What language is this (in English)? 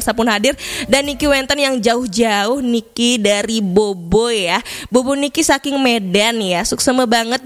Balinese